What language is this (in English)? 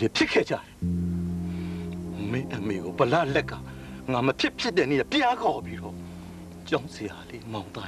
Burmese